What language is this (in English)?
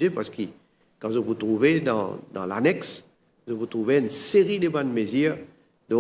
Morisyen